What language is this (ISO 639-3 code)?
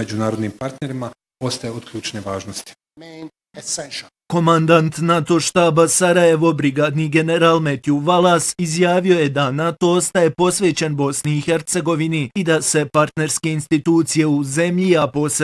bos